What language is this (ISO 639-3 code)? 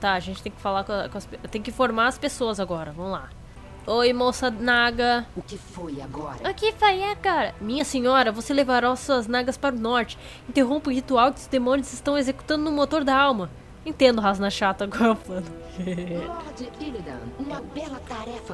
por